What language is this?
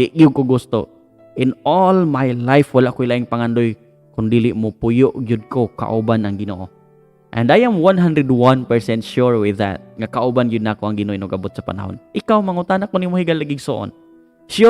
Cebuano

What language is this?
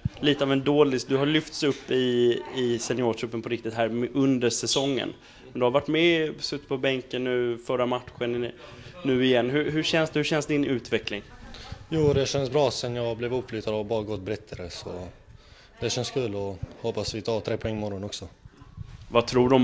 Swedish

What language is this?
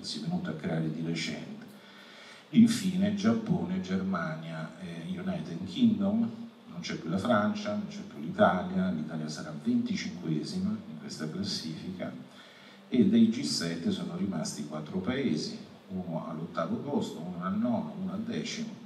Italian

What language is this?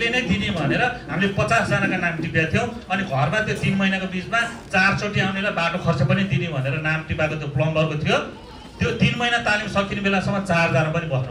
Nepali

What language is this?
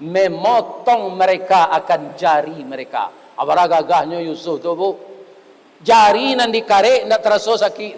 Minangkabau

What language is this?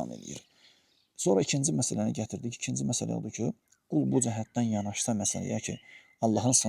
Azerbaijani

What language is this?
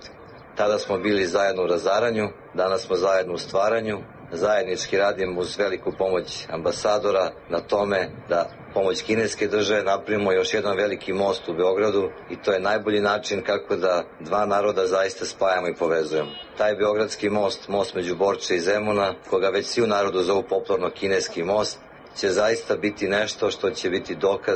Serbian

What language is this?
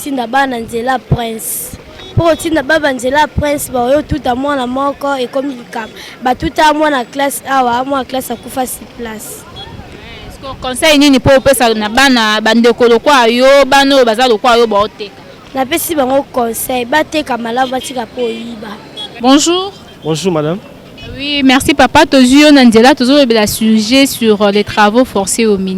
Lingala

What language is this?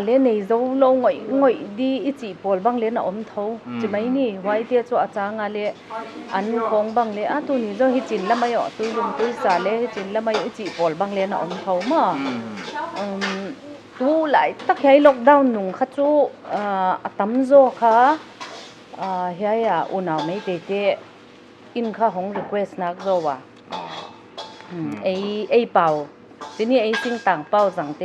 Paite Chin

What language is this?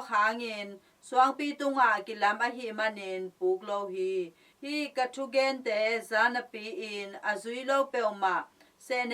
Tedim Chin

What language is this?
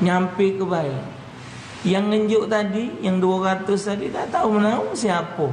Musi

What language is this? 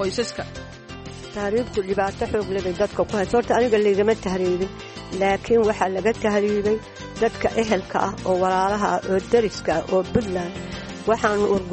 Somali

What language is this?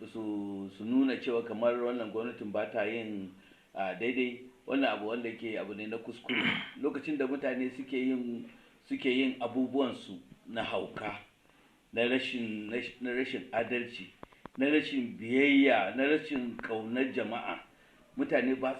Hausa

